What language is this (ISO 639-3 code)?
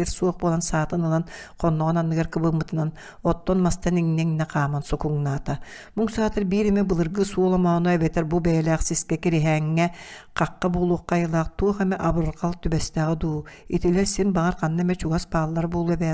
sah